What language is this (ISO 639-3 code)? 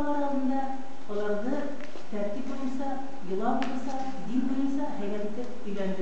bak